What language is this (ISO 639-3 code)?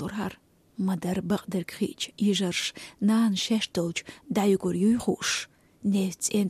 che